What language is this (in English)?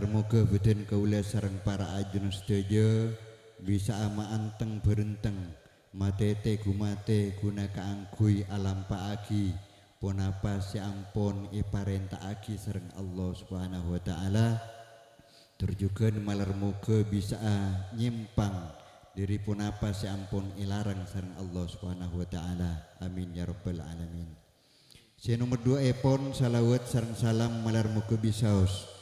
Madurese